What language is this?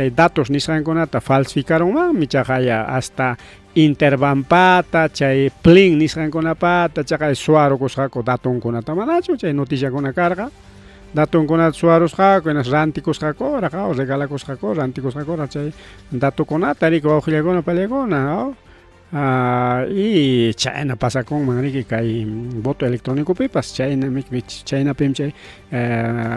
Ayacucho Quechua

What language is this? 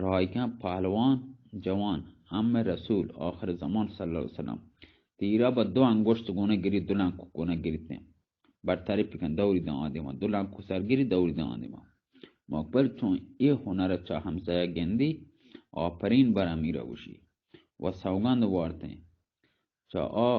Baluchi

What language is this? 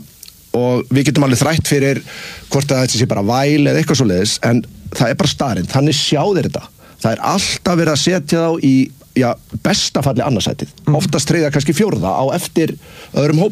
Icelandic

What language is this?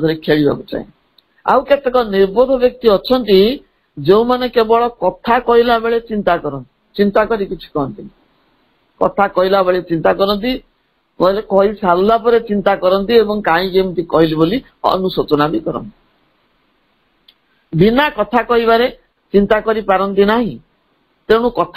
Odia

